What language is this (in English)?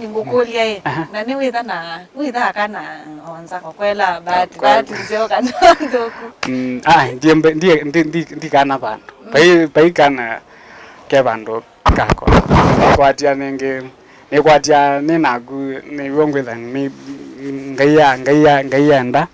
Kamba